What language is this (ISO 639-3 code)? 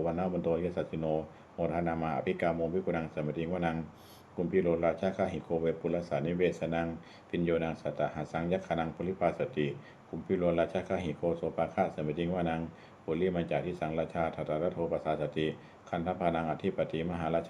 pli